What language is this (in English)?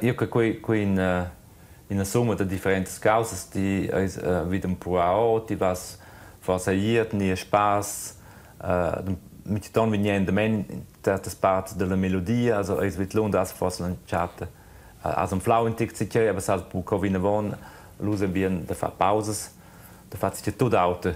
Romansh